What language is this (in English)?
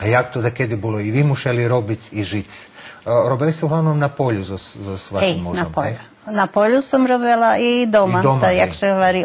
Rusyn